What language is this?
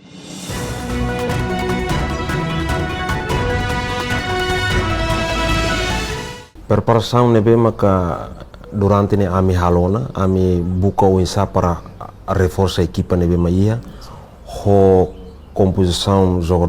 Tetum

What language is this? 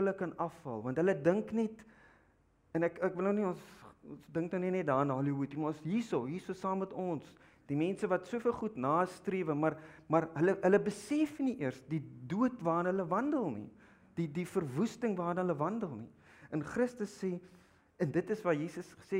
Afrikaans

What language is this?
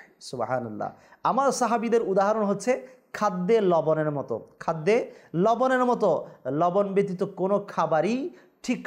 Bangla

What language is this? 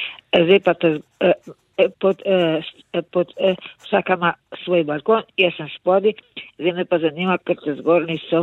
Slovenian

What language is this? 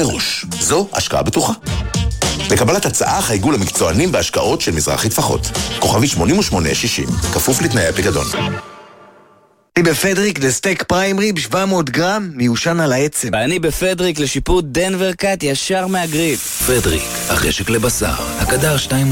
Hebrew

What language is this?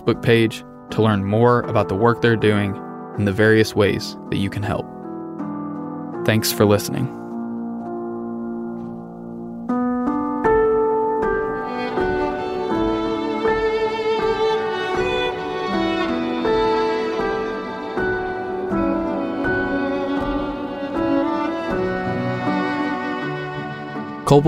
English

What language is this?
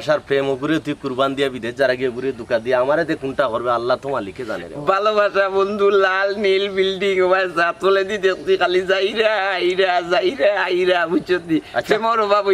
Sylheti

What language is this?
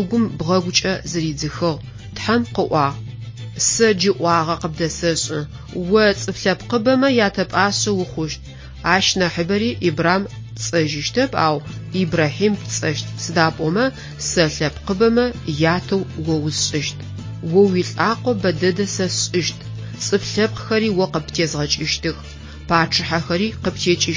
Adyghe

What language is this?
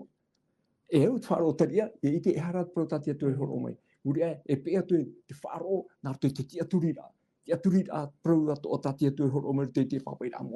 Tahitian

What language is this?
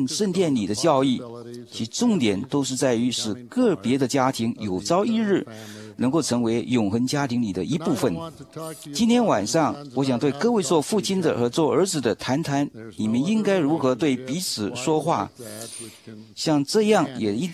Chinese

